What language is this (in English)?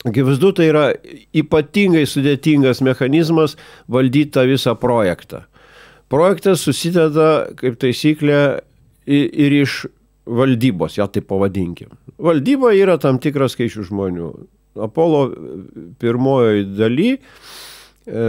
Lithuanian